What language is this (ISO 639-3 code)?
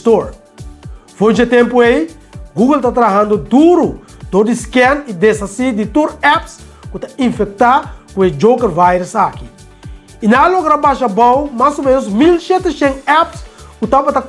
pap